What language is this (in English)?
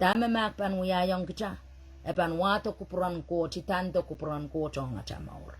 Pohnpeian